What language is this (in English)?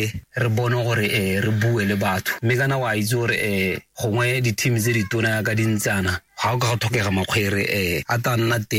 Tswana